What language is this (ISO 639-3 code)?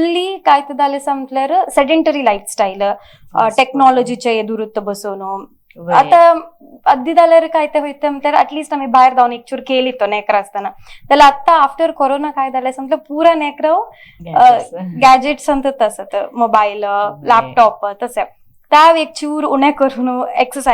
kok